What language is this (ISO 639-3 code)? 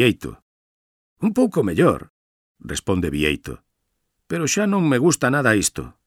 glg